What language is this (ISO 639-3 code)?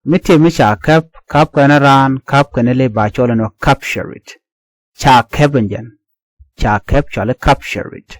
nus